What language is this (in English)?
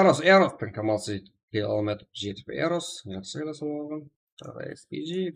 Kara-Kalpak